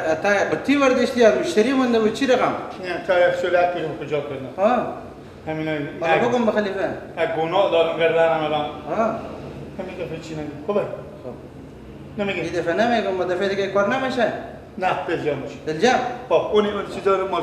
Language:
Persian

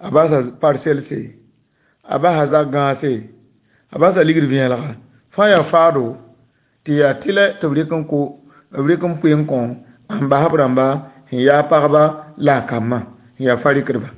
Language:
Mossi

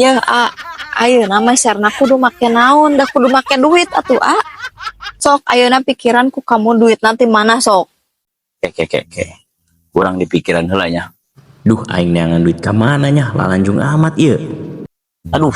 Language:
Sundanese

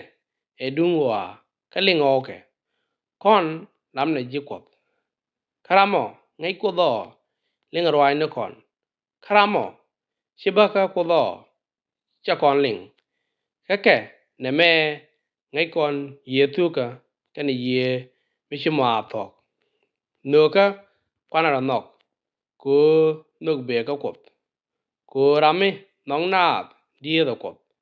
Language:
Nuer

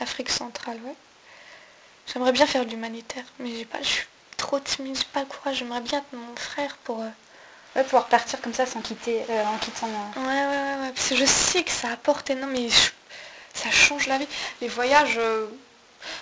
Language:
French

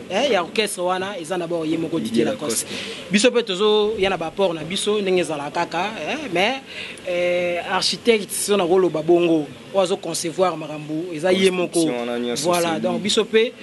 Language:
Lingala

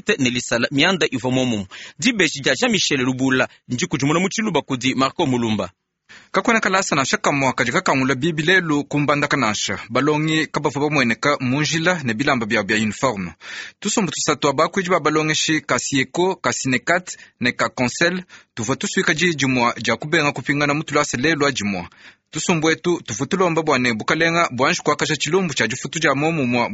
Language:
Luba-Lulua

